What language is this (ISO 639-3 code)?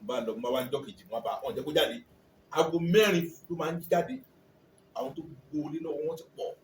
yor